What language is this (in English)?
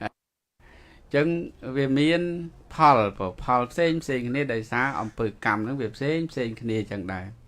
Khmer